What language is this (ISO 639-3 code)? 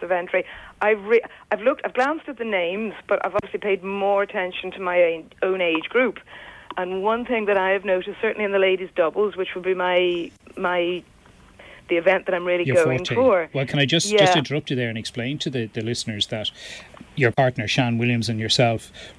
eng